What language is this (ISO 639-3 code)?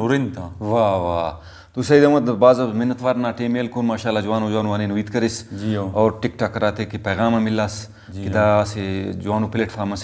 brh